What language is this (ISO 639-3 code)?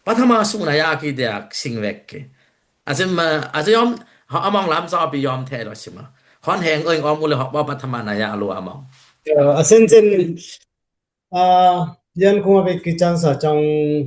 dis